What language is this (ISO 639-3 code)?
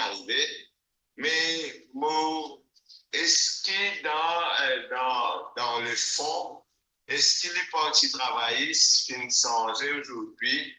mfe